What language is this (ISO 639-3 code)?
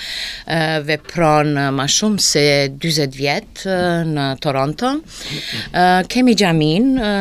sqi